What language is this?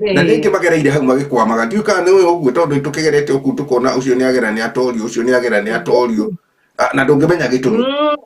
Kikuyu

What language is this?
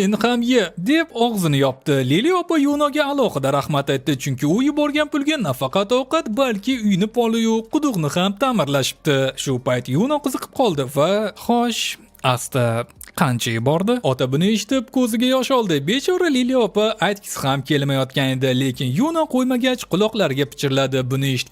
Uzbek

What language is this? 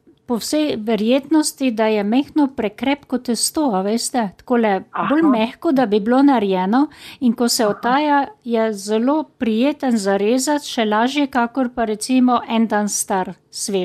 Slovenian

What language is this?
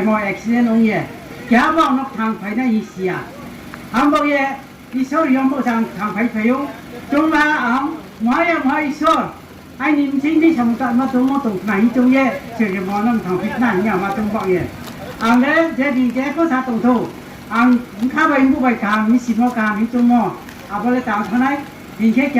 Riang (India)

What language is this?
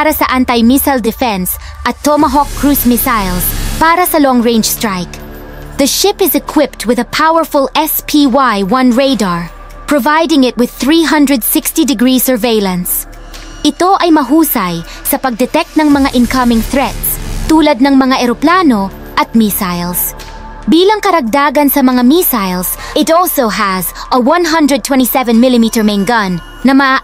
Filipino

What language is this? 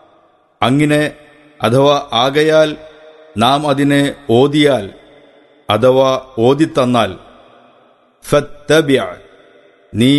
Malayalam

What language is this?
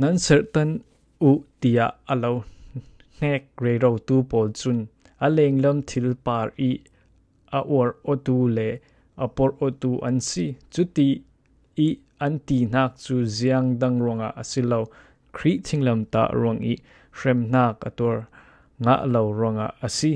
Falam Chin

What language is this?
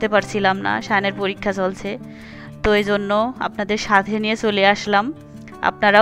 Bangla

